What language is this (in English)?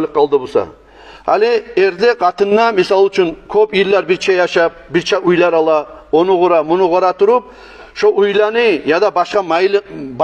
Kumyk